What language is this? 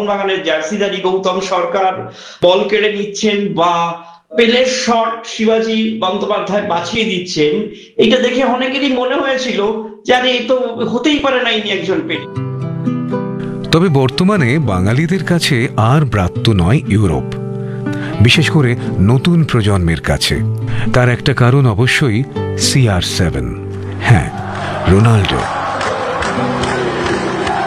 Bangla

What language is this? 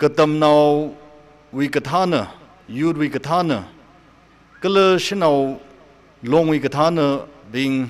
Tangkhul Naga (India)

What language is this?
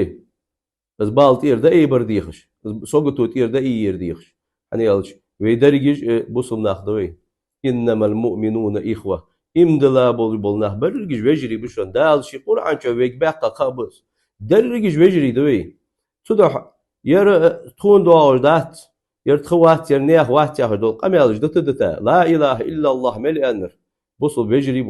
Ingush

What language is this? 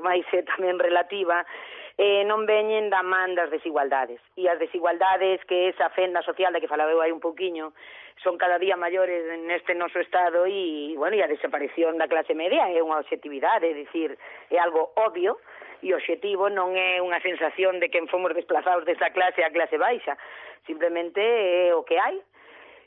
Galician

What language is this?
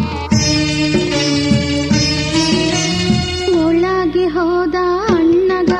Kannada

